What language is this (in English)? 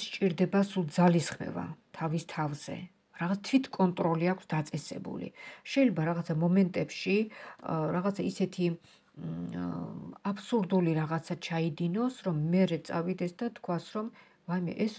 Georgian